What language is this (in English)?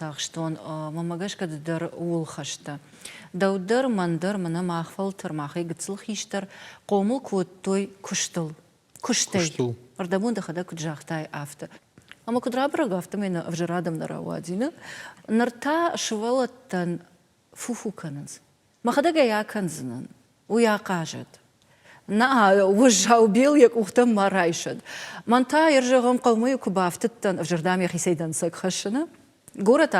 Ossetic